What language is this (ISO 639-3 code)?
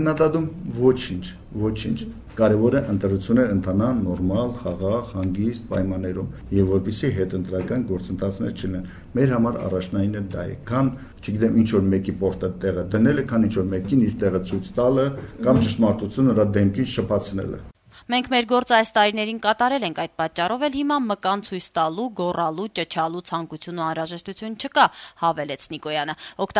hye